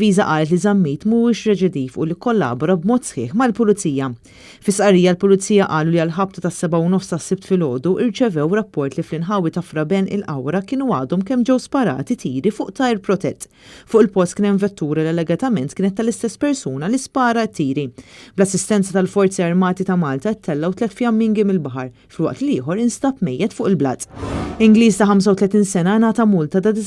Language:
Maltese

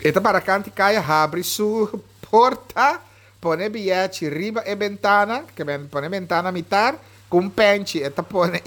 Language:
Papiamento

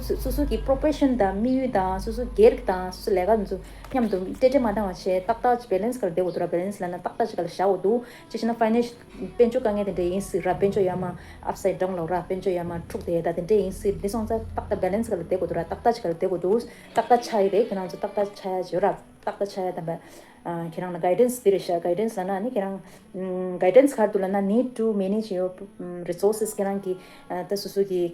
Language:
Tibetan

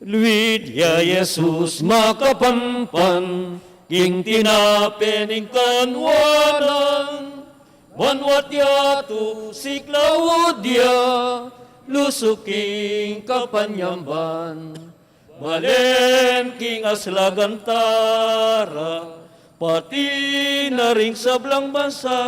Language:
Pampanga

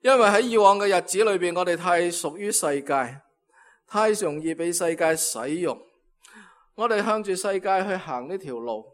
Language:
Cantonese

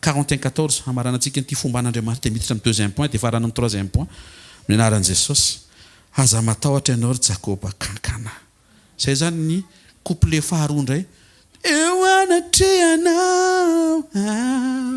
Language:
Malagasy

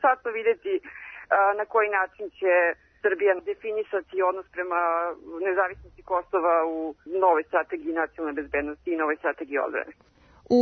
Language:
Serbian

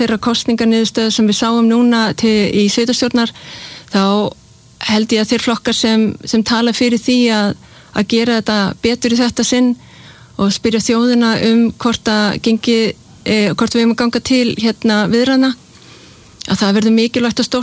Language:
Icelandic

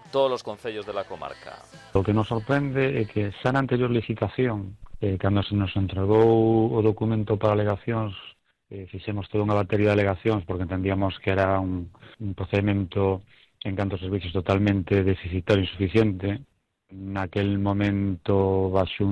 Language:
Galician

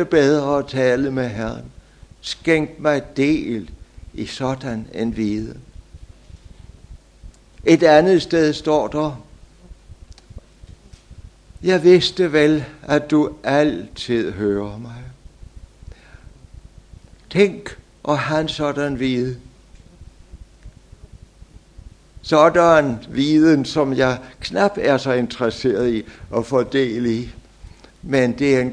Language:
Danish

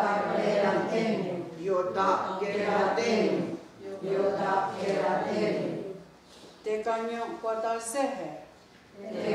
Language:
Mohawk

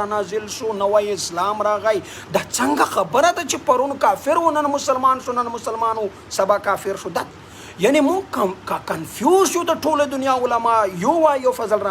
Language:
Pashto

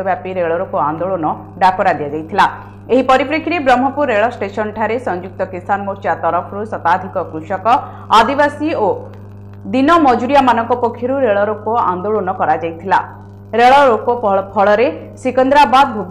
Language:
Odia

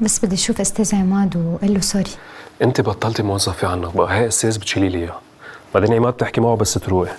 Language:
North Levantine Arabic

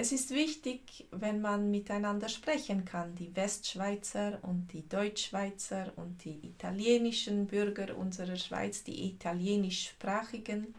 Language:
Swiss German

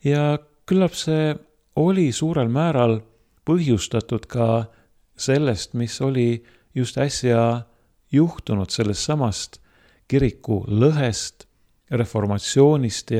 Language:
Estonian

